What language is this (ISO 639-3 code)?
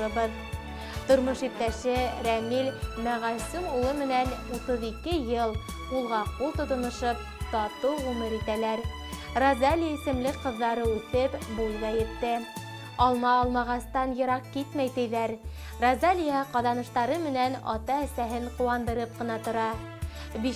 bak